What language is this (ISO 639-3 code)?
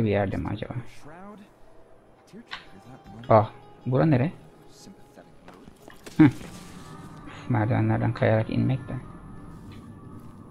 tur